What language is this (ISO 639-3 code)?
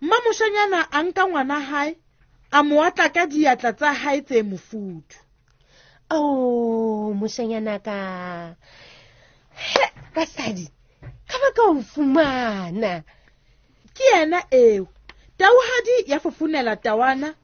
sot